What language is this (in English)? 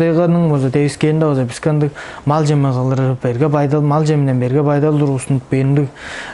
Tuvinian